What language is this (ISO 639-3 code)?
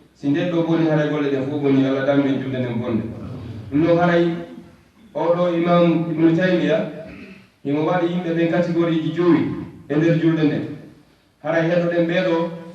ful